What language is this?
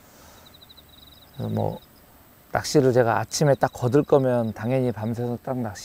Korean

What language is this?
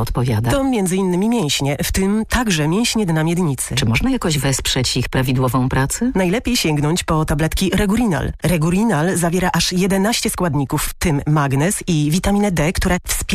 Polish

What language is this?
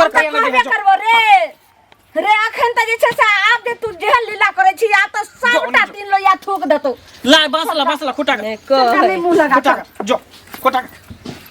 Maithili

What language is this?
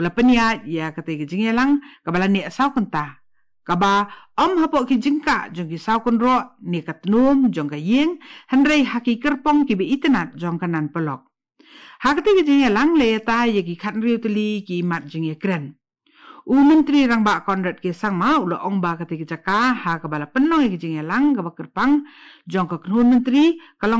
Khasi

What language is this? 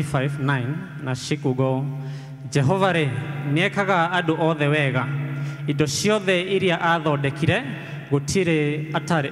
Kikuyu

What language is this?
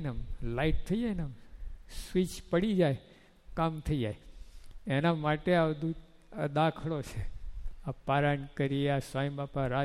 Gujarati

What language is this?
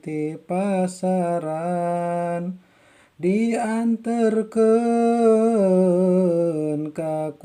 Sundanese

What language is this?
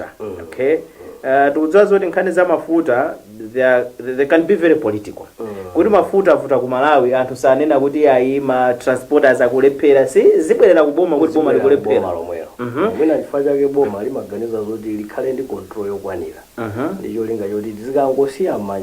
Nyanja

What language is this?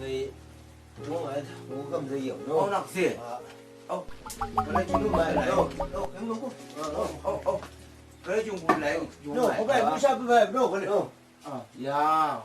Chang Naga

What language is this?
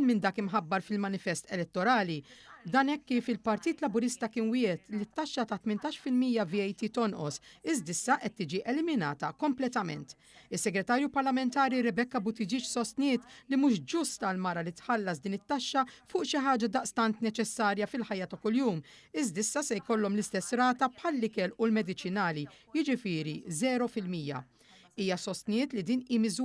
Maltese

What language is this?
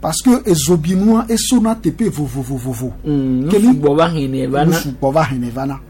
Gen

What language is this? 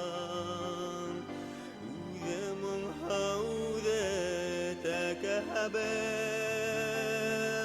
Bashkir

